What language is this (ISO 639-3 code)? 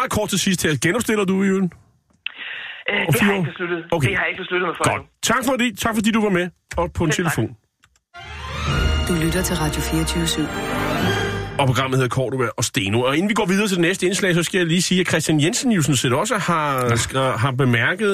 dan